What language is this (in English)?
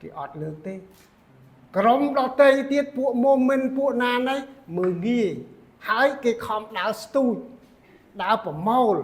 Khmer